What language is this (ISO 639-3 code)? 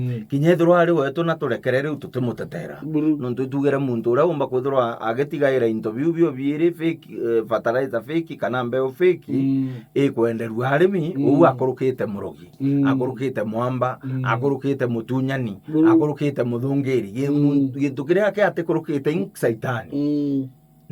mer